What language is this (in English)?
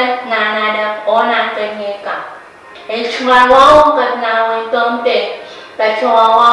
Pohnpeian